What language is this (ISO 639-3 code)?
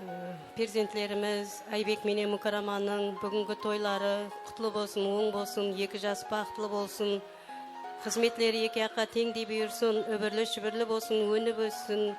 kaa